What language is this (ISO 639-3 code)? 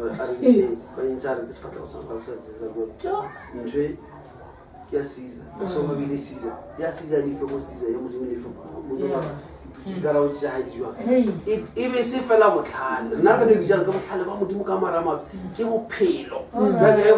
nso